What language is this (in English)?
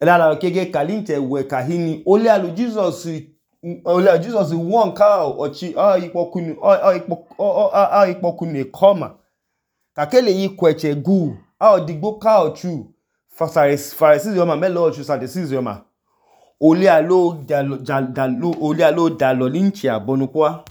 Idoma